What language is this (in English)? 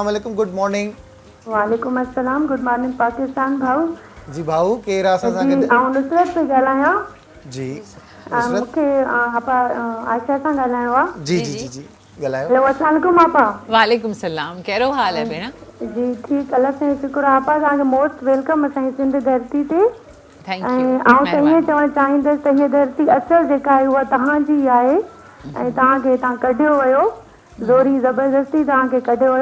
Sindhi